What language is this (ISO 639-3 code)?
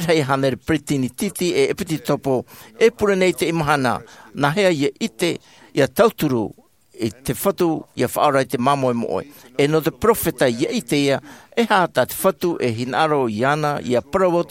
tah